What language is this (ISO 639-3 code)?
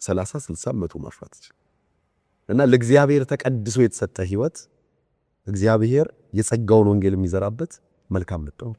amh